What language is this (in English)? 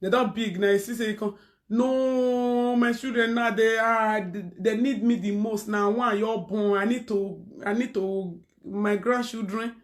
Nigerian Pidgin